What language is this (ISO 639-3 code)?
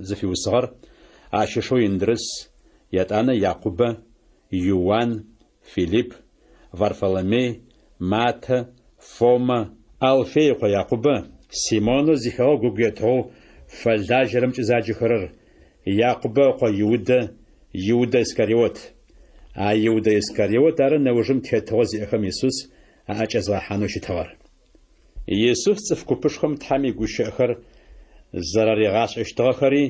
ady